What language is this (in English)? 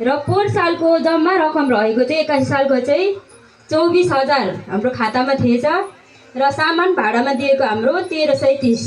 Nepali